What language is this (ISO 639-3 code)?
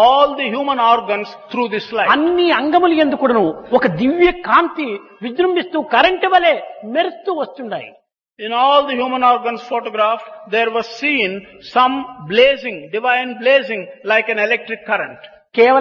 tel